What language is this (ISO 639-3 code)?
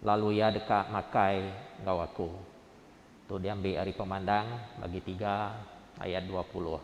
iba